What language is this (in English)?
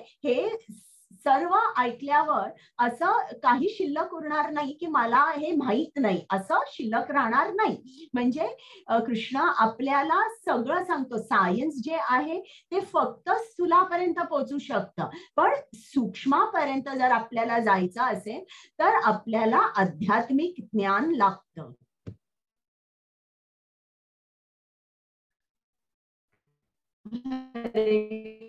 Marathi